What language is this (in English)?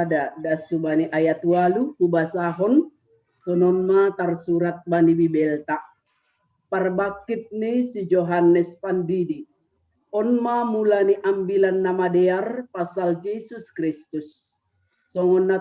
Batak Simalungun